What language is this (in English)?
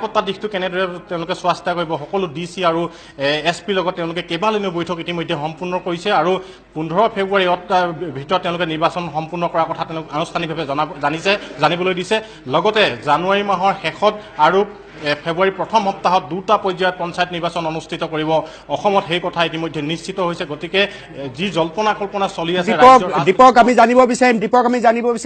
Assamese